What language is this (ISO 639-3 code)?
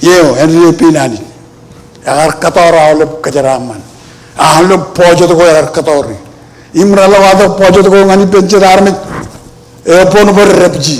mah